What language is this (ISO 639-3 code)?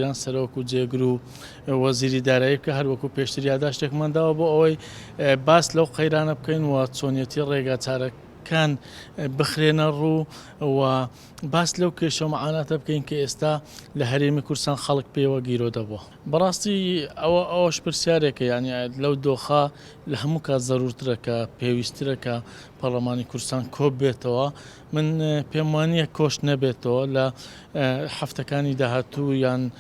ckb